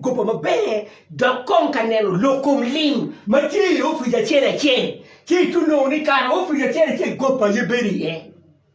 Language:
Acoli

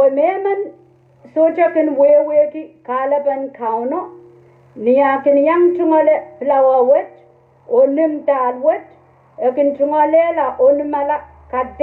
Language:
Pohnpeian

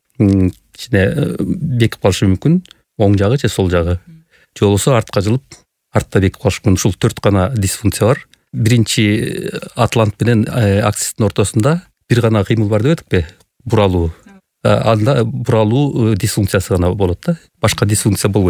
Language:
Kyrgyz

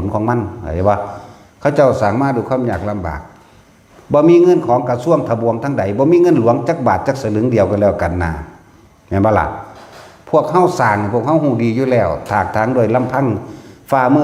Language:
Northeastern Thai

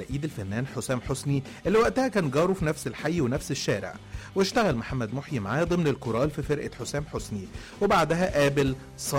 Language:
Egyptian Arabic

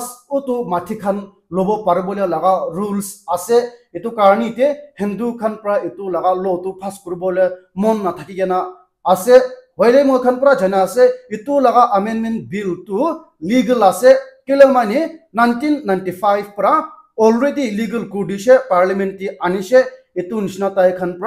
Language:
Naga Pidgin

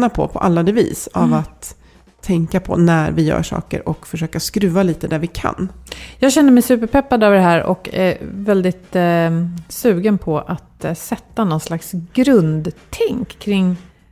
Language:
Swedish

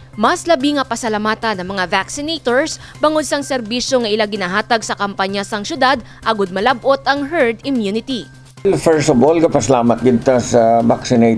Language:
Hiligaynon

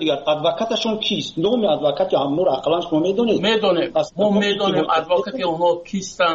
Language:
Persian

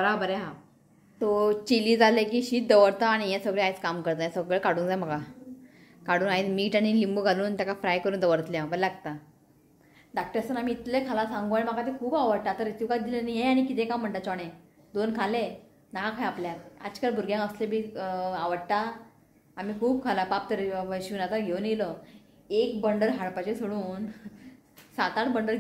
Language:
Konkani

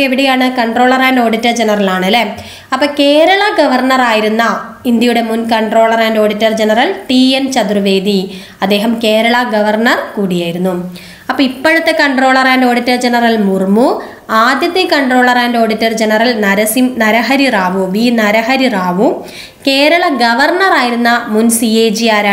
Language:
Malayalam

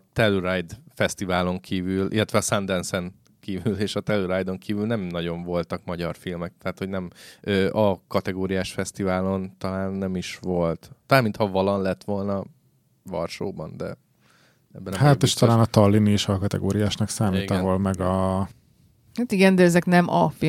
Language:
Hungarian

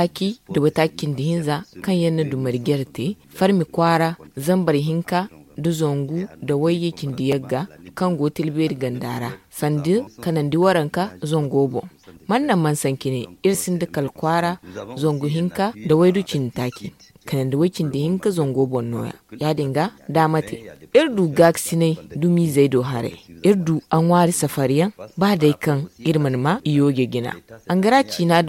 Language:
Zarma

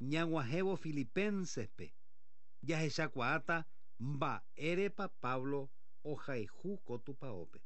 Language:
Guarani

